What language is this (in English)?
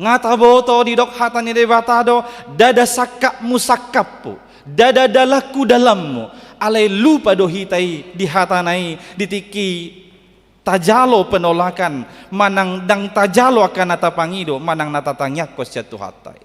Batak Toba